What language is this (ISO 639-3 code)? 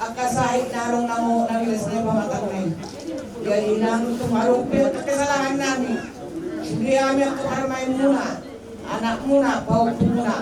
bbc